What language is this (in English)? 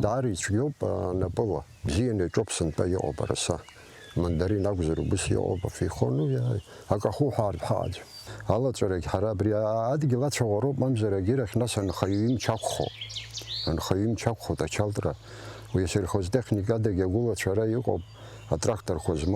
Abkhazian